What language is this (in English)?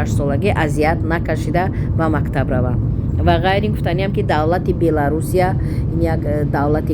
Tajik